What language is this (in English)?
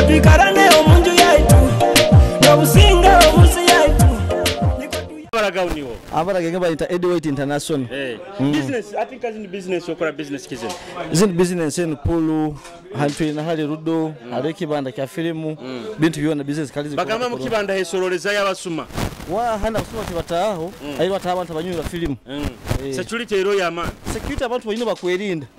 Nyoro